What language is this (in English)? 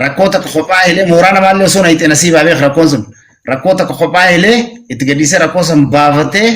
Oromo